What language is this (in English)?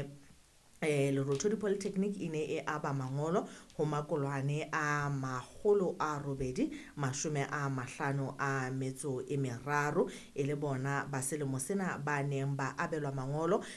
Southern Sotho